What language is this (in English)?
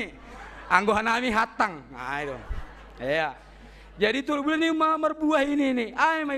Batak Simalungun